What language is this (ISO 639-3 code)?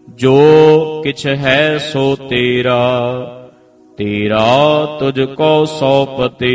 pan